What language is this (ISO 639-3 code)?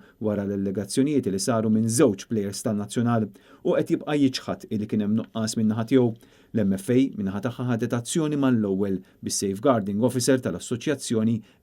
mlt